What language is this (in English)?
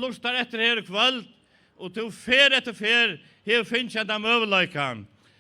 Faroese